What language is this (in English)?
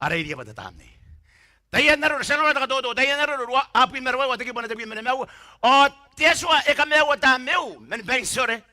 Gilbertese